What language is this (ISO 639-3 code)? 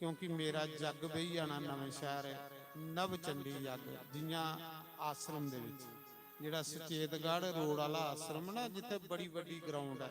doi